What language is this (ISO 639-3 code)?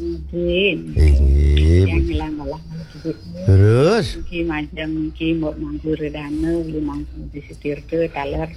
ban